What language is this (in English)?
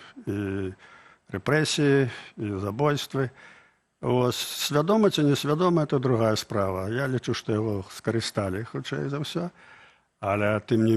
Belarusian